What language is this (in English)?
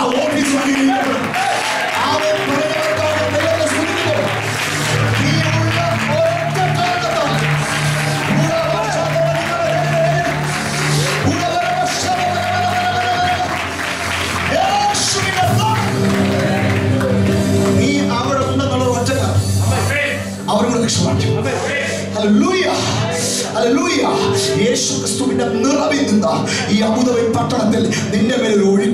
Malayalam